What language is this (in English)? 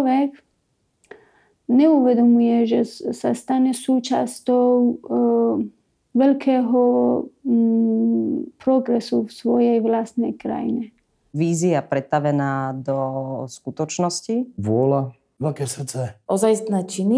Slovak